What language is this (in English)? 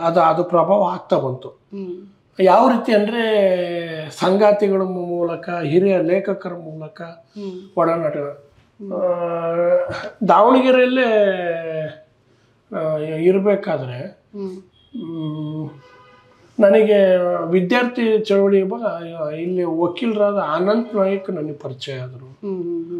Kannada